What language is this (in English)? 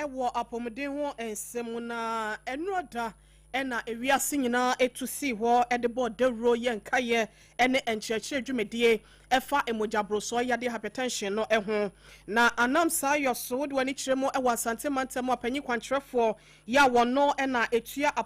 Akan